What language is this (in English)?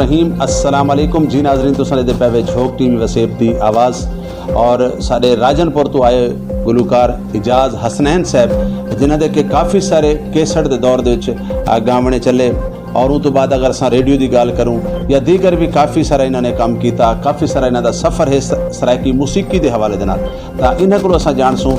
Saraiki